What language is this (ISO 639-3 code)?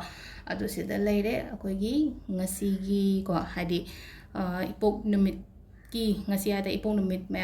mni